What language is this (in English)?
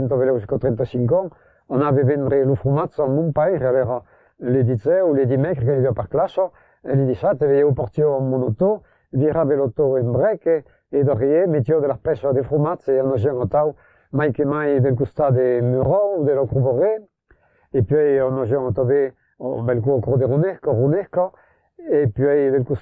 Occitan